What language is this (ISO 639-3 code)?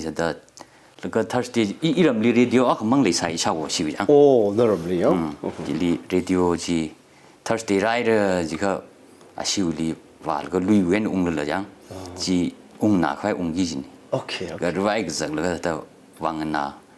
nmf